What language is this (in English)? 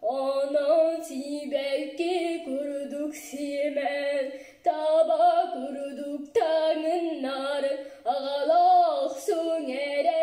Yakut